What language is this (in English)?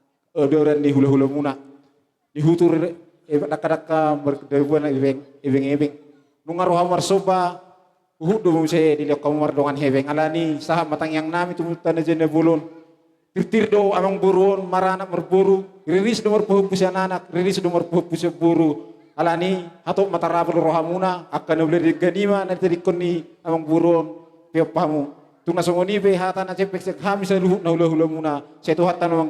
Batak Toba